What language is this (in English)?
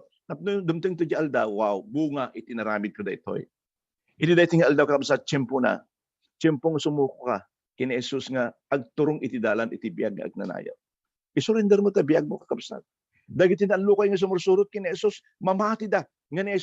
Iloko